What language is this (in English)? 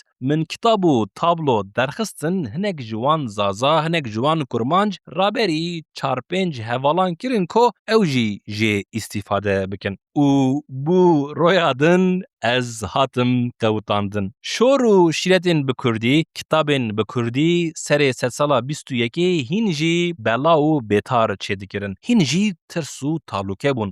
Kurdish